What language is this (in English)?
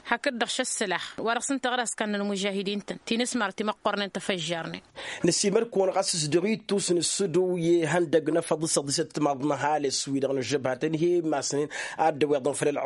Tamasheq